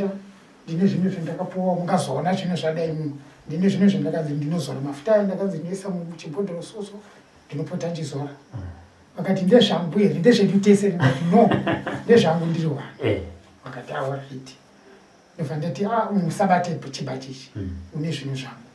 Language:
Shona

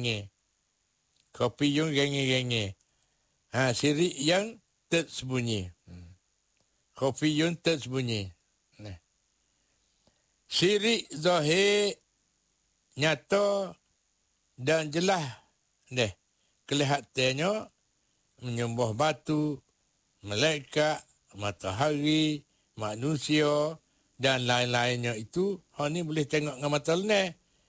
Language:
Malay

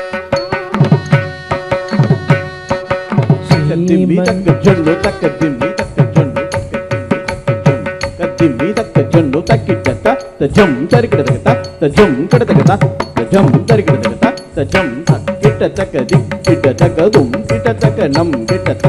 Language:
Telugu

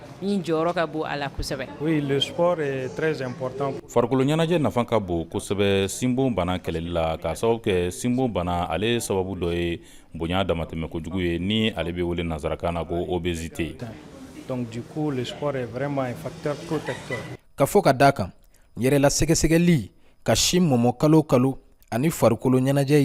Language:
Bambara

